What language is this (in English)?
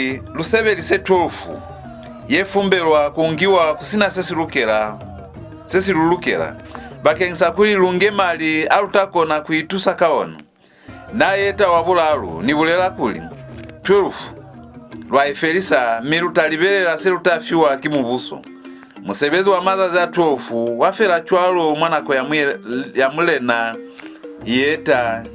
Lozi